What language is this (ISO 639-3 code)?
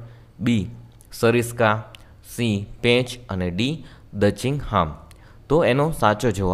guj